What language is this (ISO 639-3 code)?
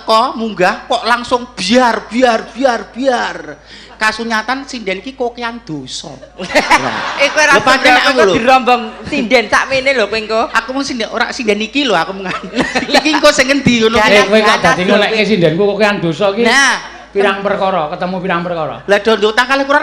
jav